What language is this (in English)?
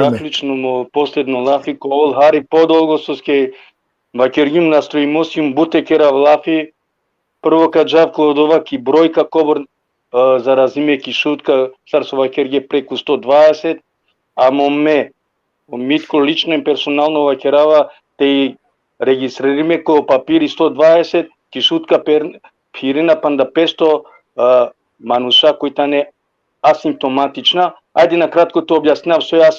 Balkan Romani